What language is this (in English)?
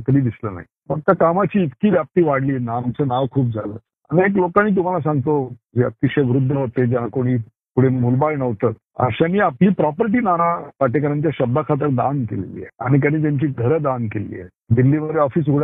Marathi